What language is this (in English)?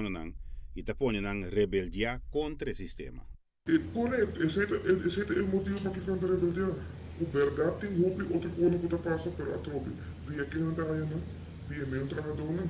Papiamento